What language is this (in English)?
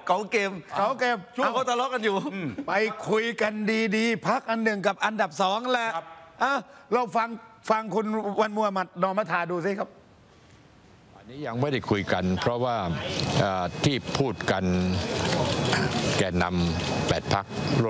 Thai